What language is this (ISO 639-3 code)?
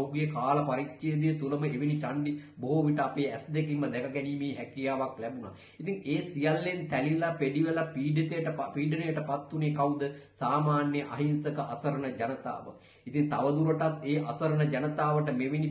sin